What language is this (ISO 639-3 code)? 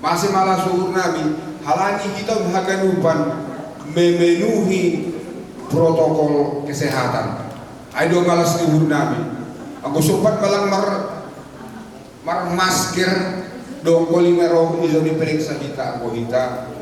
bts